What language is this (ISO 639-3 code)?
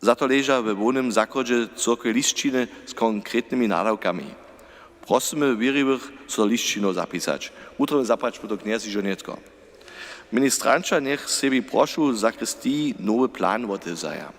hsb